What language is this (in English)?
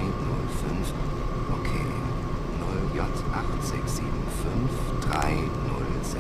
Bavarian